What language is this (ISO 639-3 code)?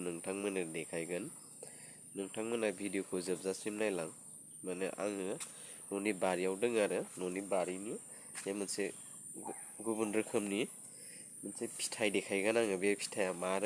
brx